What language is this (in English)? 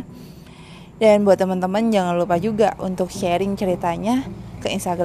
Indonesian